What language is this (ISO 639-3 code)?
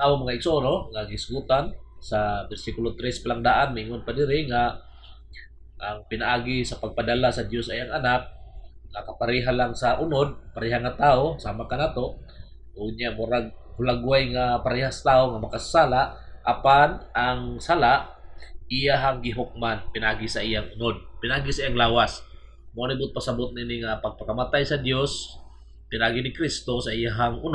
ceb